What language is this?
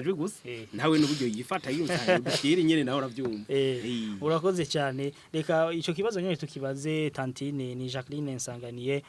Rundi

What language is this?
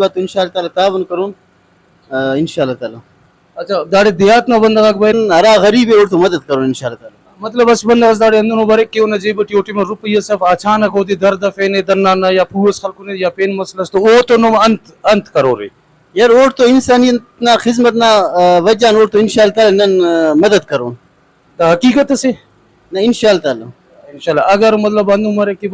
Brahui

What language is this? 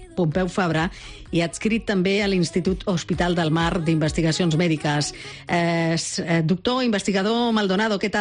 Catalan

